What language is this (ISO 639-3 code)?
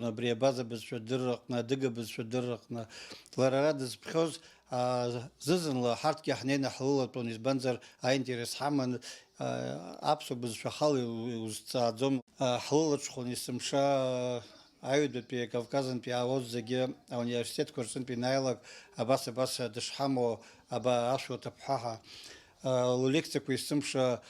abk